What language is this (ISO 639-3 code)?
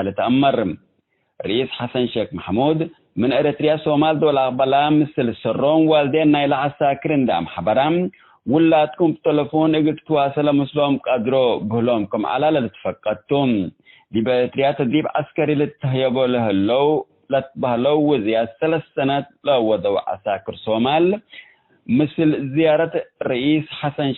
tig